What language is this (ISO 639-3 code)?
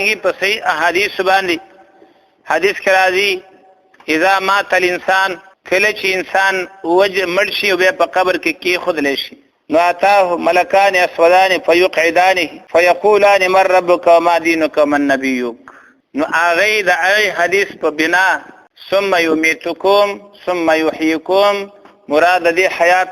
pus